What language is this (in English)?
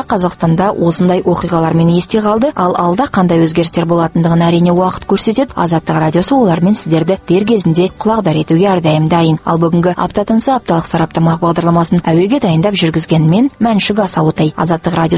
Kazakh